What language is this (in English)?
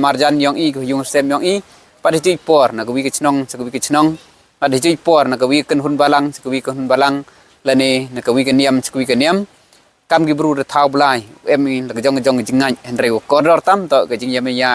Khasi